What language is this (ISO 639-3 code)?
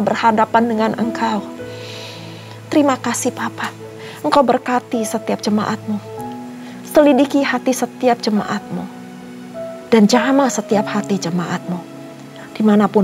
ind